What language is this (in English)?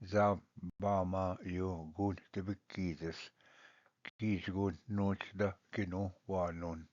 Ojibwa